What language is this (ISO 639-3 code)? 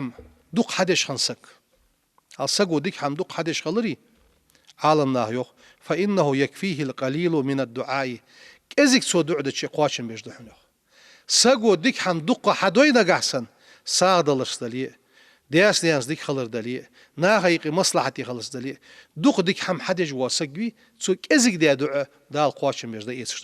inh